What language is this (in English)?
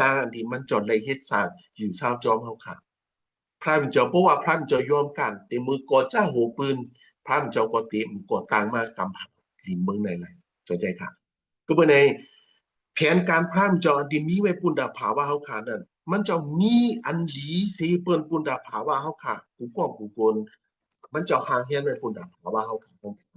Shan